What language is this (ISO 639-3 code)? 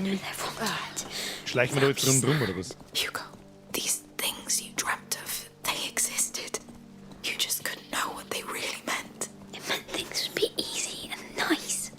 bar